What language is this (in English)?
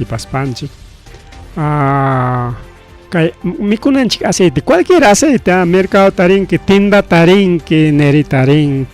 Ayacucho Quechua